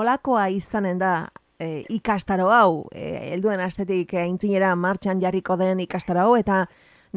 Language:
Basque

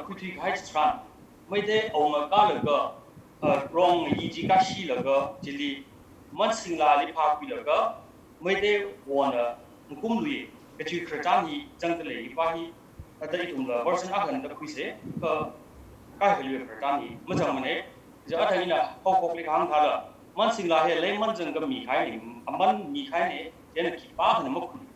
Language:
Tangkhul Naga (India)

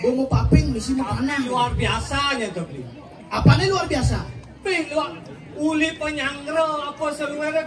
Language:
Balinese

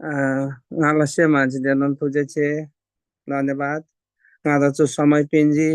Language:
Eastern Tamang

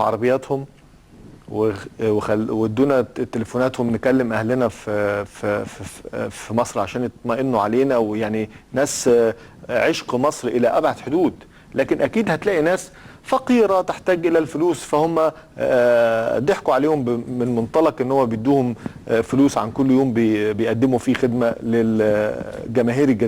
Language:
Egyptian Arabic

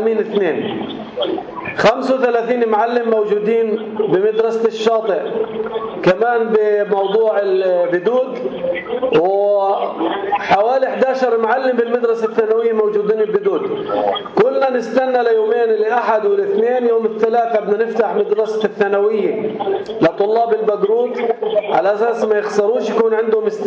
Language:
North Levantine Arabic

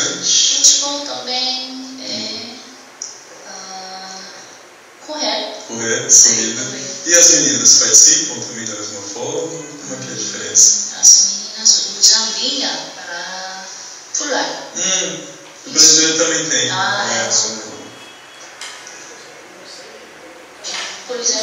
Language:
Portuguese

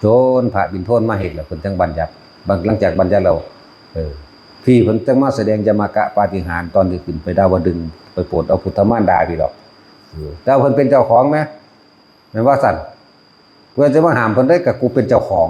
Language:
Northeastern Thai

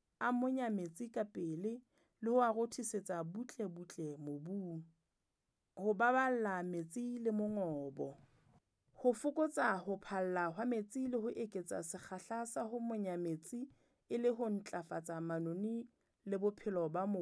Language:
Southern Sotho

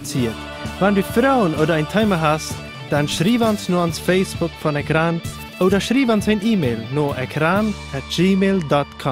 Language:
Plautdietsch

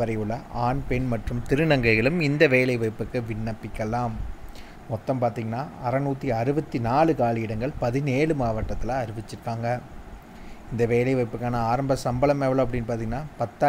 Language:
Tamil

